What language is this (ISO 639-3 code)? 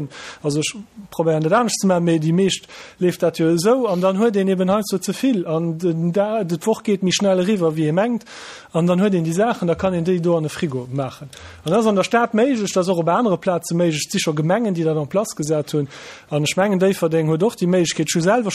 ltz